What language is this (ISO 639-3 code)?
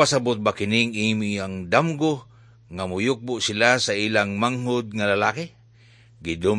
ceb